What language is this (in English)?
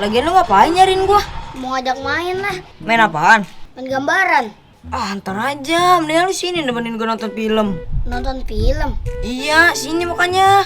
Betawi